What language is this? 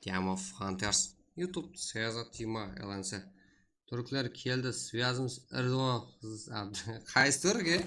Kara-Kalpak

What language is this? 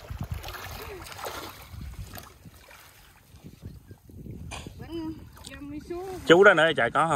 Vietnamese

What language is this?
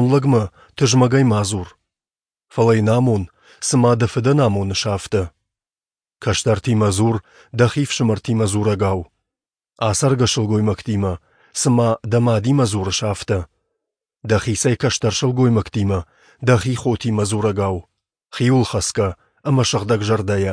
Ossetic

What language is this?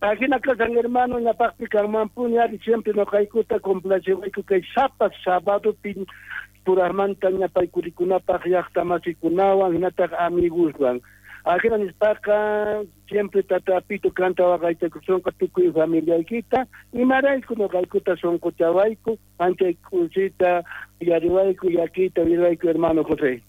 South Bolivian Quechua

